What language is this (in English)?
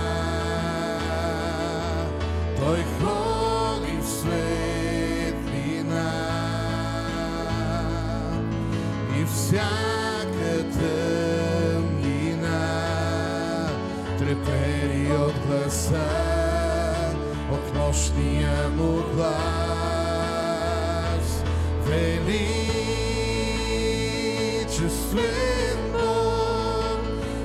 Bulgarian